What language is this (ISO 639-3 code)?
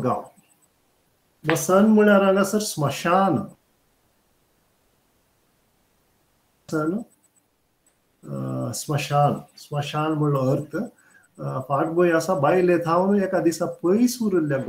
kok